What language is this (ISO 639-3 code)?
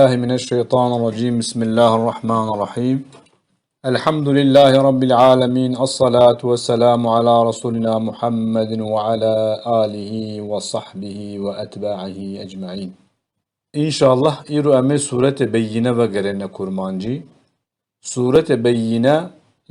kur